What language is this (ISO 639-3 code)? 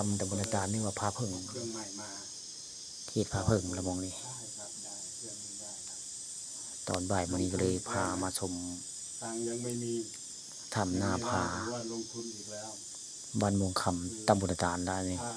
tts